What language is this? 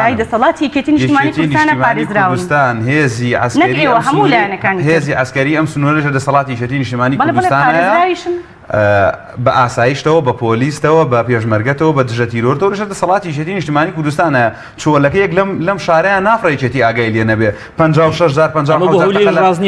Central Kurdish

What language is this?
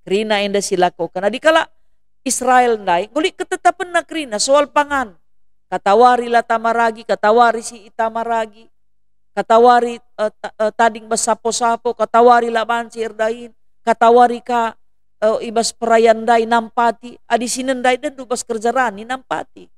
Batak Karo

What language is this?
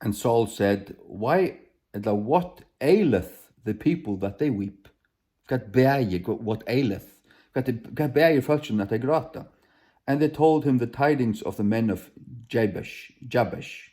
Faroese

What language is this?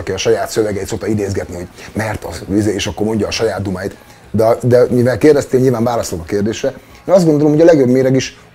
Hungarian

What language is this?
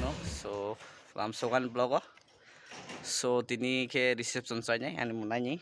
Kok Borok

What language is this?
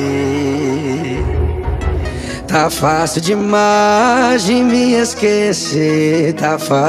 Portuguese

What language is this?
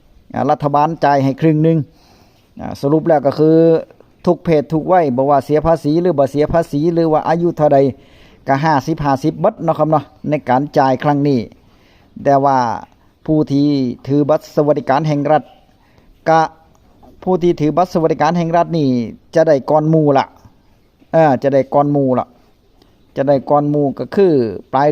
Northeastern Thai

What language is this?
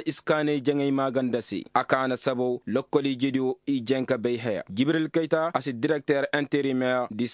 Zarma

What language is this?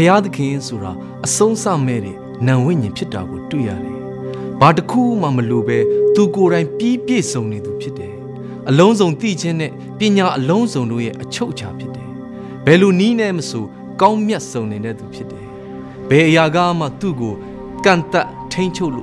Burmese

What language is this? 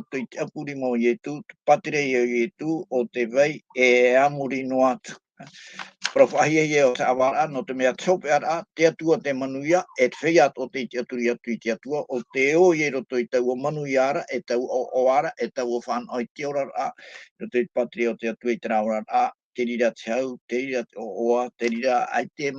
Tahitian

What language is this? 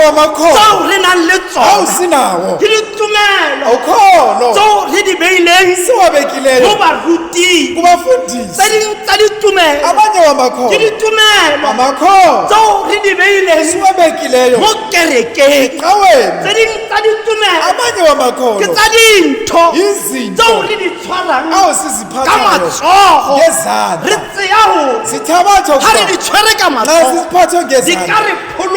Tswana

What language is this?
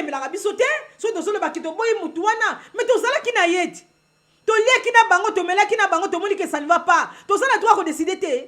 Lingala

